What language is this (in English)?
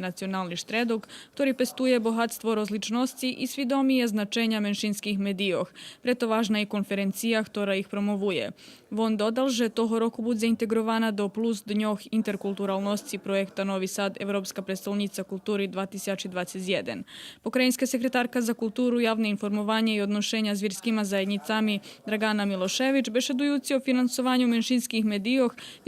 Rusyn